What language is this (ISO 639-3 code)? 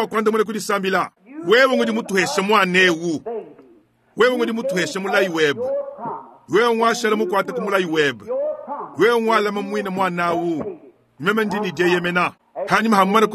lua